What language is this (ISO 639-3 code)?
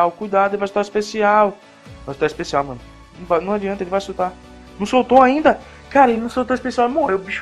por